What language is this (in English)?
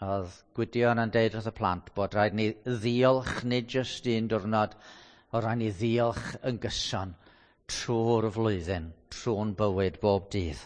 Welsh